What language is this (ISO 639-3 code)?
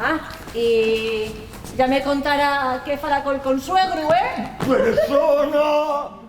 ast